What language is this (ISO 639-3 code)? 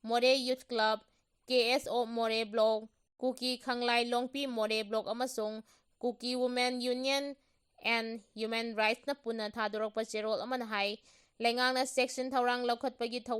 mni